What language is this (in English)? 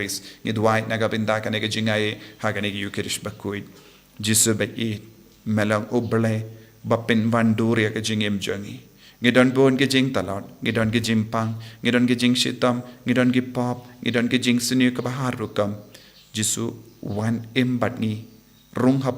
Khasi